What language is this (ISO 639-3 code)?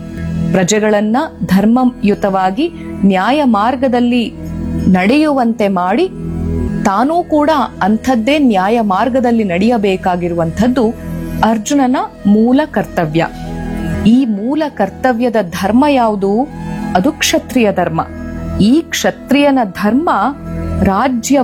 kan